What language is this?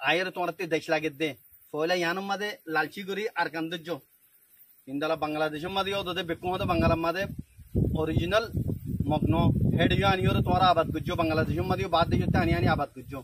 Rohingya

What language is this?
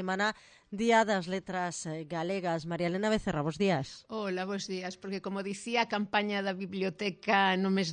Galician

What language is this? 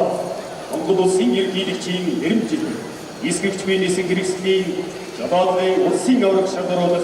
Mongolian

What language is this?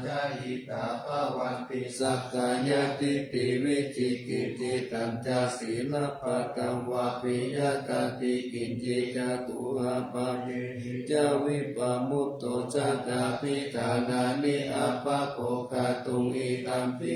Pali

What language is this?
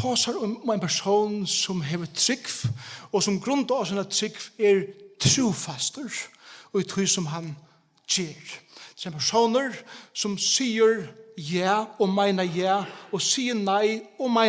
Faroese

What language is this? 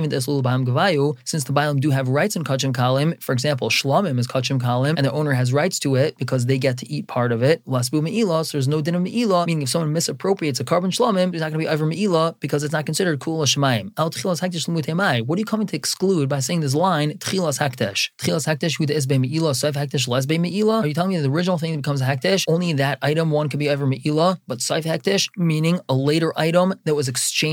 English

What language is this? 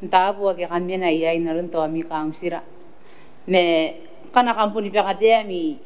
Gilbertese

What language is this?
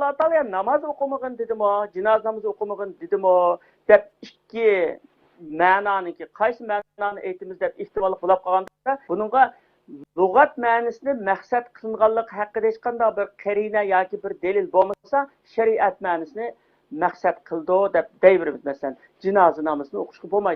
Uyghur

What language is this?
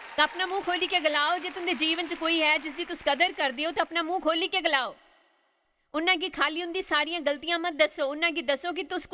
Dogri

